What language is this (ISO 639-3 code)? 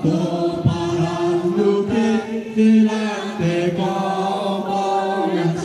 sda